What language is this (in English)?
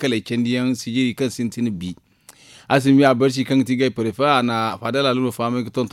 Zarma